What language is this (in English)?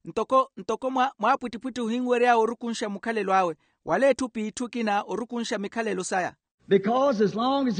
Makhuwa